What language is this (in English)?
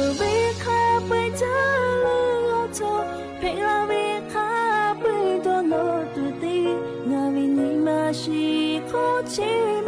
Lahu